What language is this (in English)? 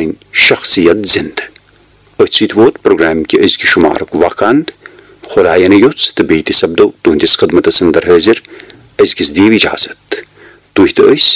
Kashmiri